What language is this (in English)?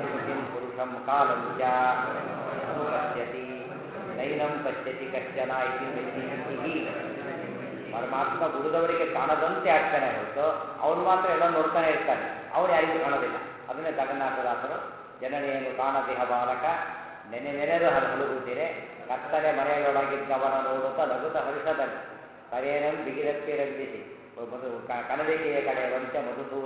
Kannada